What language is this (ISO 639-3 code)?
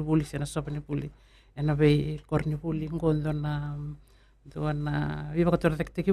fij